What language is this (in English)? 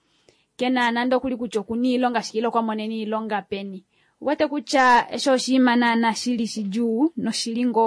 Kuanyama